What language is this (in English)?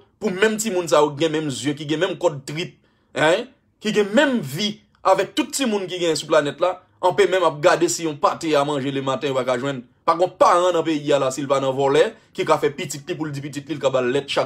Haitian Creole